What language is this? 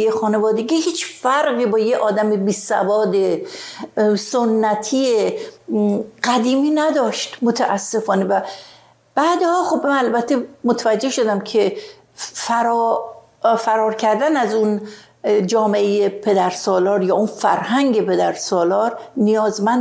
Persian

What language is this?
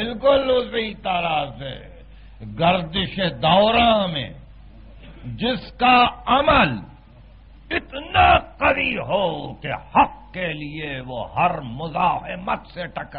Urdu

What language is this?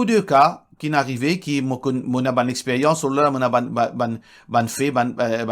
Morisyen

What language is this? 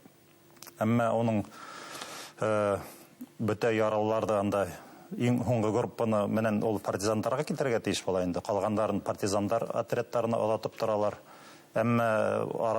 Bashkir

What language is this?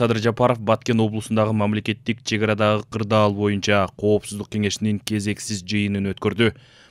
Kyrgyz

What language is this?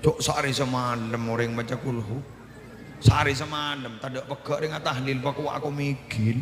Madurese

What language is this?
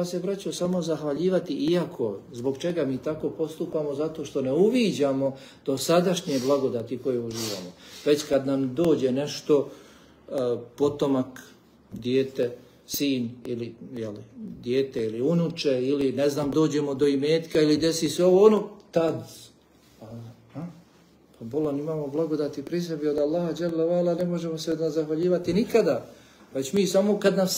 Bosnian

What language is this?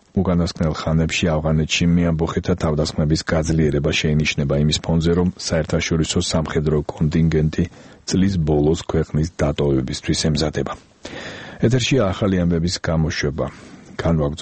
Georgian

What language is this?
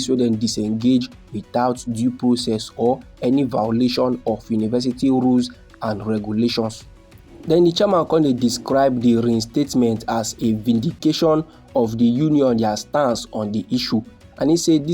Nigerian Pidgin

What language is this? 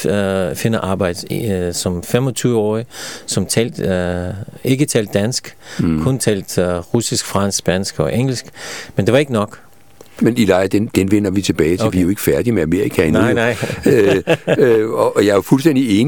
Danish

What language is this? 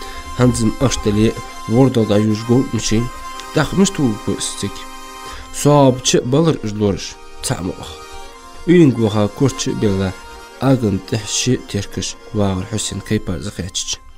Ingush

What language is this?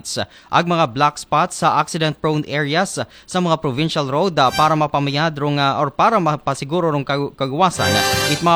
Aklanon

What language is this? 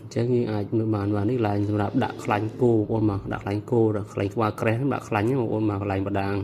Khmer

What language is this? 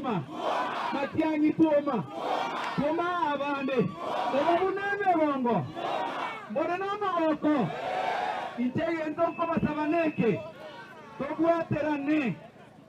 Gusii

